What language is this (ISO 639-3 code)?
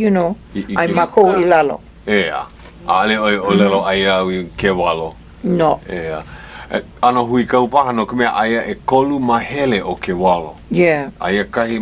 haw